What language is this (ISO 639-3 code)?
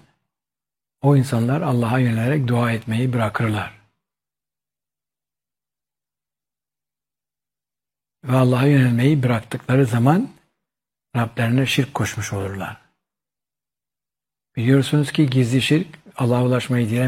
tur